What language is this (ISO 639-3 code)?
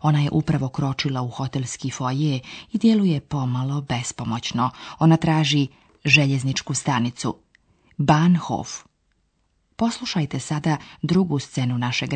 slv